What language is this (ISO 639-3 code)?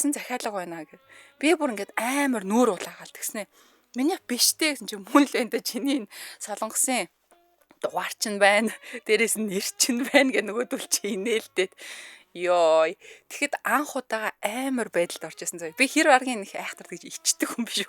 mon